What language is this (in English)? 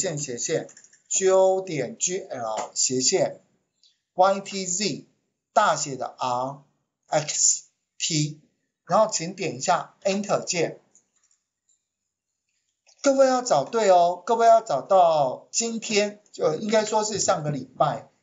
Chinese